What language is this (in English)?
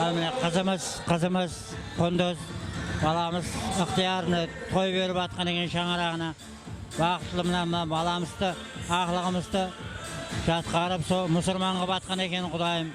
Kara-Kalpak